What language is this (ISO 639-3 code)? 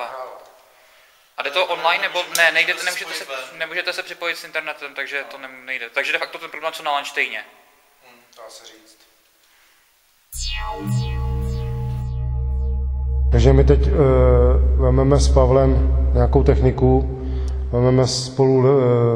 ces